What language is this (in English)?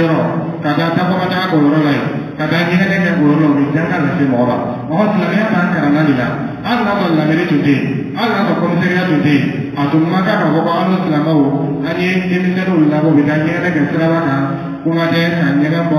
Dyula